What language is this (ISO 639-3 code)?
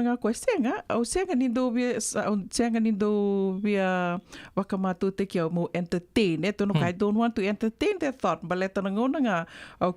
fij